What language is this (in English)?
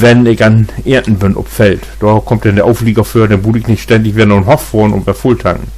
Low German